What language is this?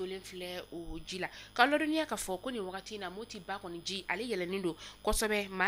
Bambara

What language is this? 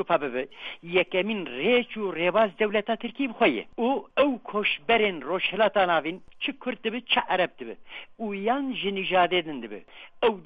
Kurdish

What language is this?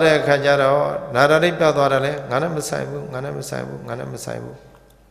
Burmese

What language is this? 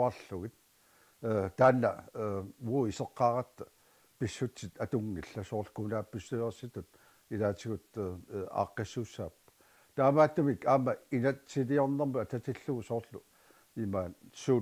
Kalaallisut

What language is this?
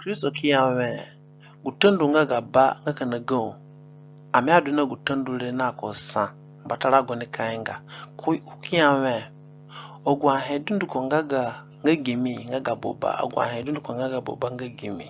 Zande (individual language)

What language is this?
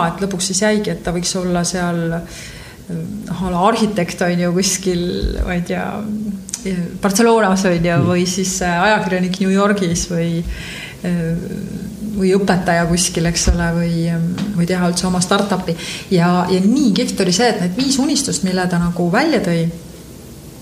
Estonian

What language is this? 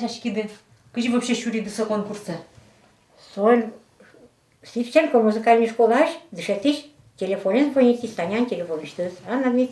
Udmurt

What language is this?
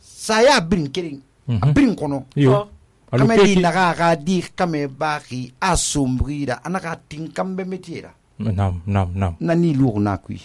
Susu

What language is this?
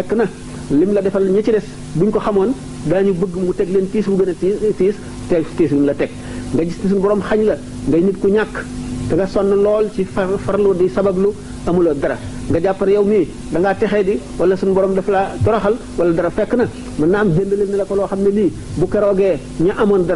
Wolof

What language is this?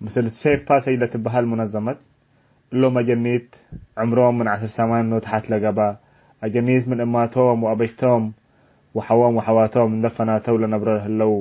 Tigre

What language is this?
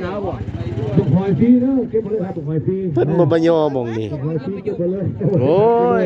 Northeastern Thai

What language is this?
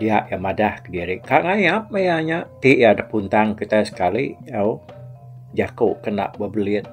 Iban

